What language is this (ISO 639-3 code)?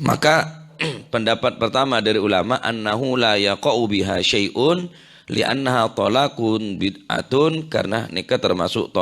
mad